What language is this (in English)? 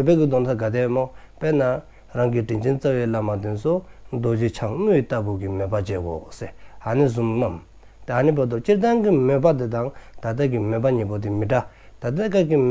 Dzongkha